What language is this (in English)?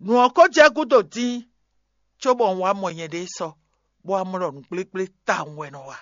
Fon